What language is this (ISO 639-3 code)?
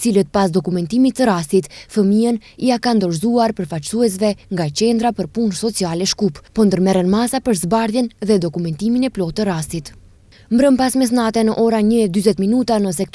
sqi